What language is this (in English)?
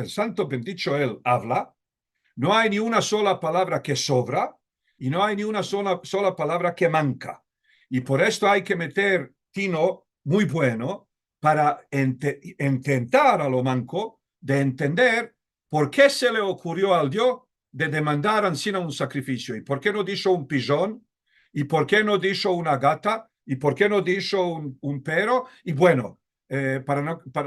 Ladino